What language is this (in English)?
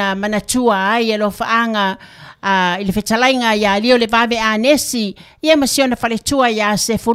Samoan